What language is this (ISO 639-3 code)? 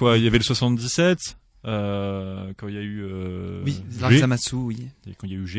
fra